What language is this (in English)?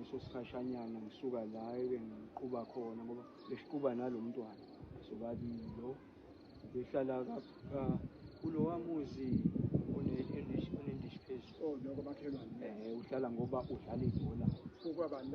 Zulu